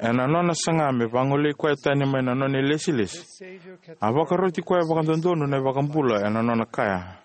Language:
Fijian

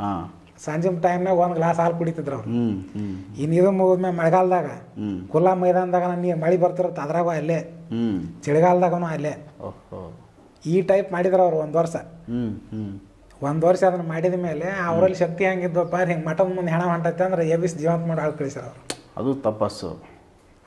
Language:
Kannada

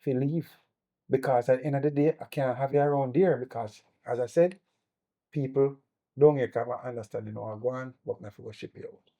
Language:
Jamaican Creole English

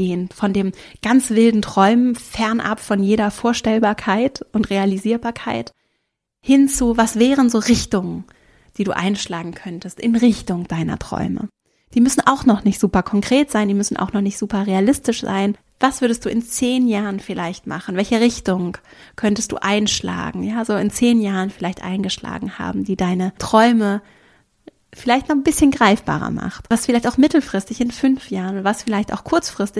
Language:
German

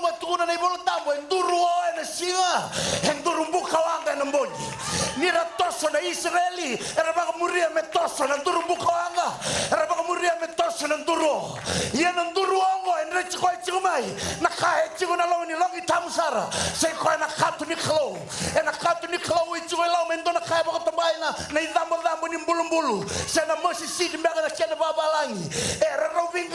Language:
Fijian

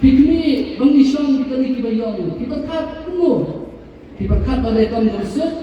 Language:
Khasi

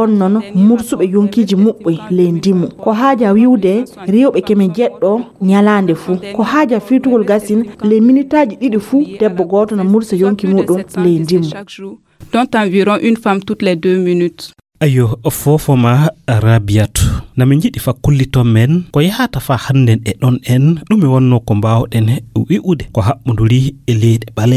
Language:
Fula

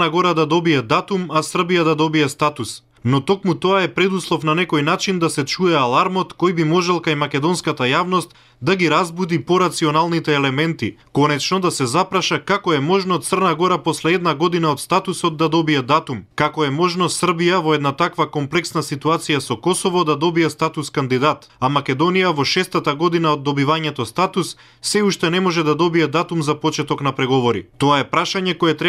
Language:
Macedonian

